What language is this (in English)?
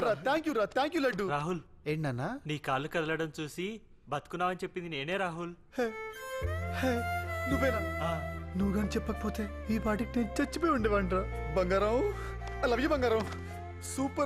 Telugu